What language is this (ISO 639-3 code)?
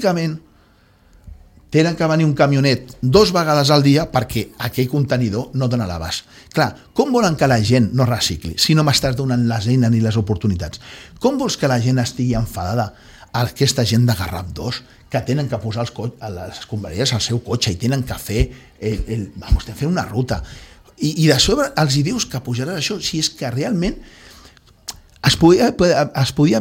cat